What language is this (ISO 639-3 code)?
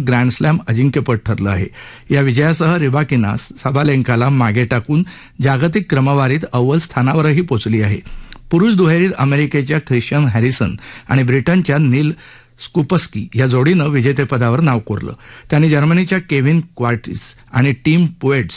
mar